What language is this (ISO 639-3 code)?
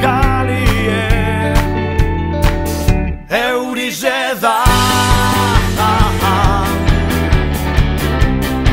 eus